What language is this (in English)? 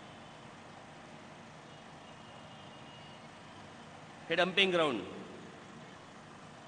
Marathi